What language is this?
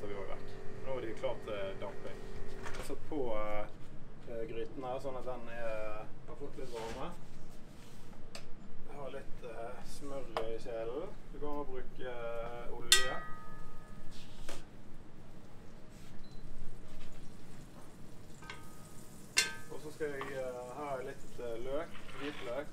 Norwegian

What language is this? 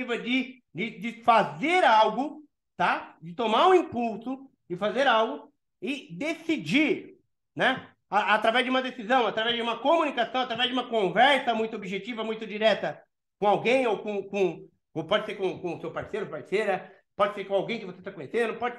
Portuguese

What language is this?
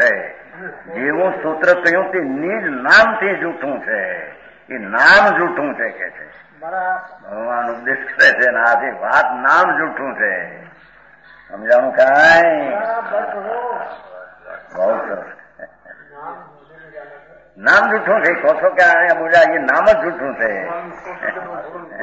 Gujarati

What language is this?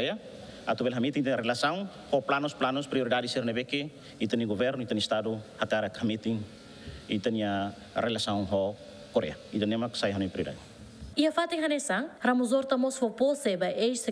Tetum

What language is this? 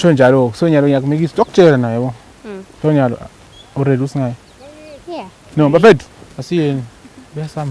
Zulu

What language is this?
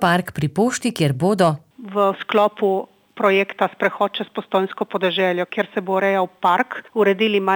Slovenian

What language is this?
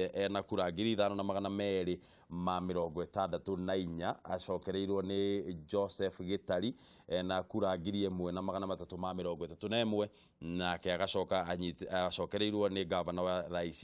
Kikuyu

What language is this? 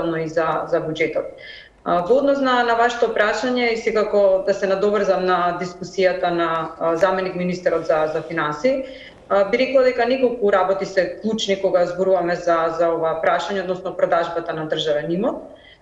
Macedonian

